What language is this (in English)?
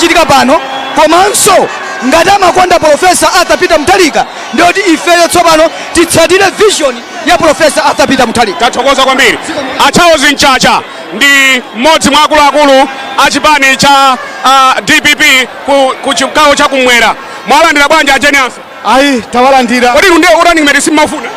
Nyanja